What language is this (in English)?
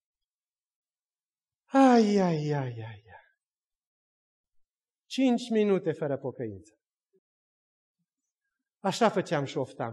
Romanian